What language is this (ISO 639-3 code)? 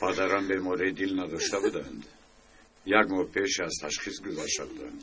tgk